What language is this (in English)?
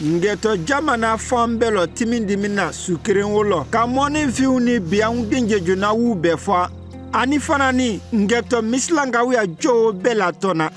Konyanka Maninka